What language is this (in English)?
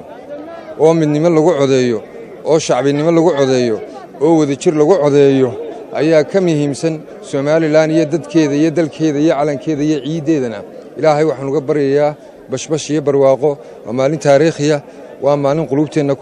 Somali